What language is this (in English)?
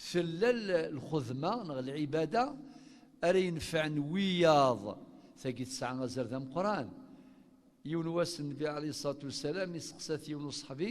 Kabyle